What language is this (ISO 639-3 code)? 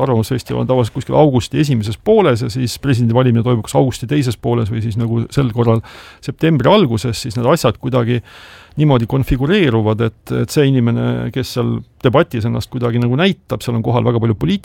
est